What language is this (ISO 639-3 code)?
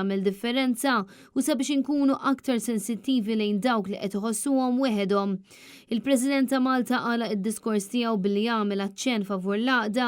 mlt